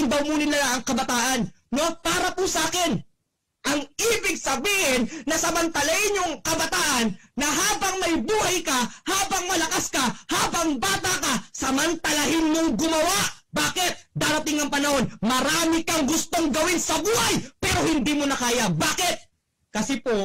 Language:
Filipino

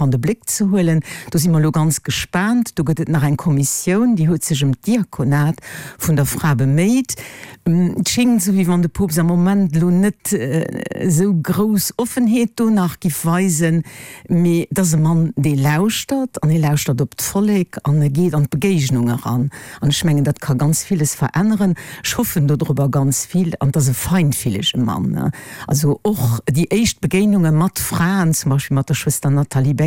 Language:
Luxembourgish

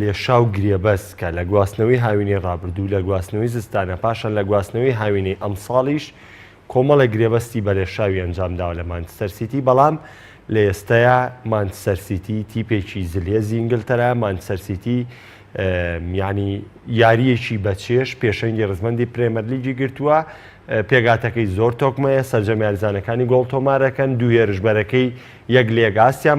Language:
Central Kurdish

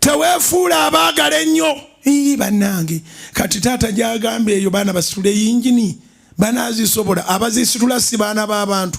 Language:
Ganda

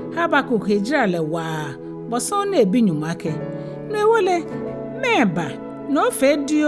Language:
Ga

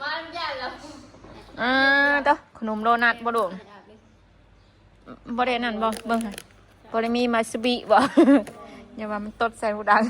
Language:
Northeastern Thai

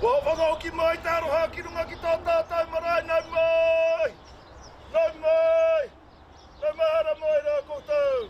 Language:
Māori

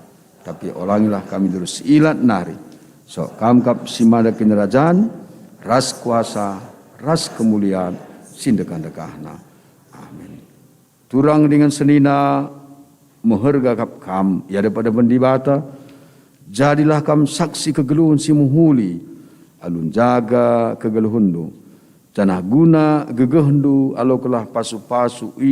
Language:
Batak Karo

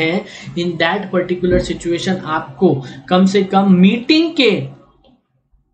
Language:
Hindi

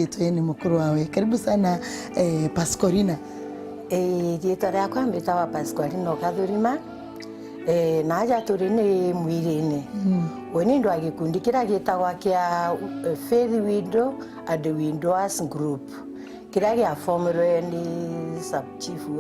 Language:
Meru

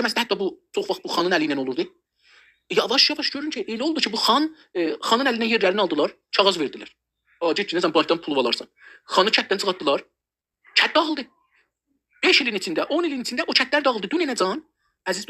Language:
South Azerbaijani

